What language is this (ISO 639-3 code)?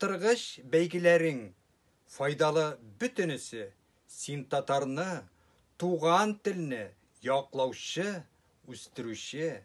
tat